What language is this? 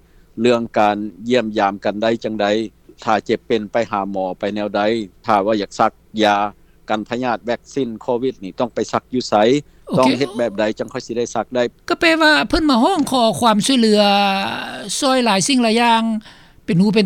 Lao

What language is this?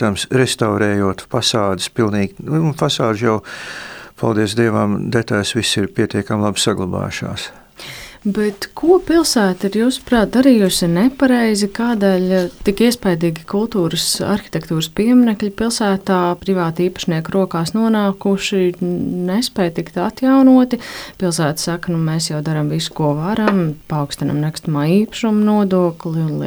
Latvian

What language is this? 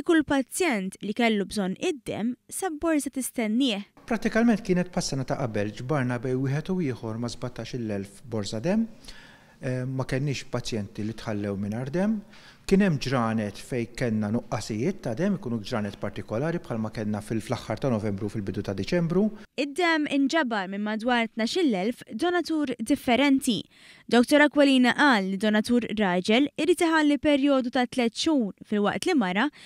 Maltese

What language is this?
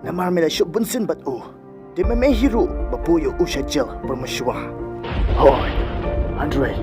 Khasi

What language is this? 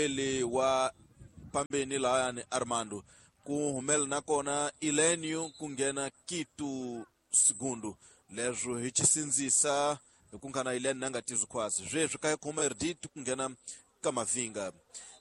Tsonga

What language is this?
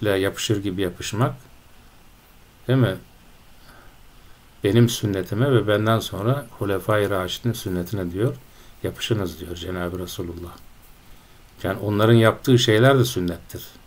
Turkish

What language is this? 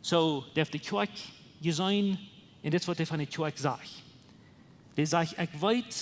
Plautdietsch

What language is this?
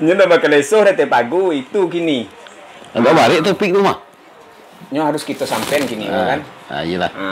Minangkabau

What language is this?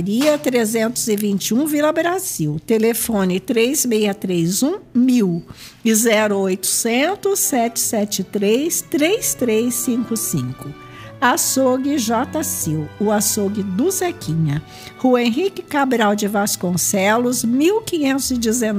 Portuguese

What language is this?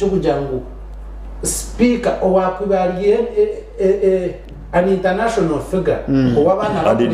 Nyankole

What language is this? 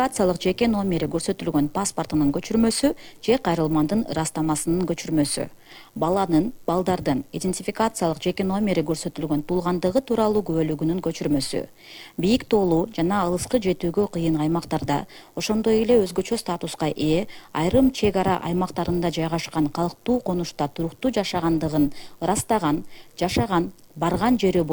Kyrgyz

